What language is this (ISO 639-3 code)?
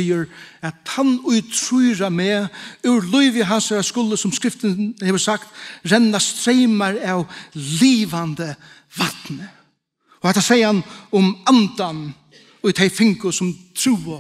fao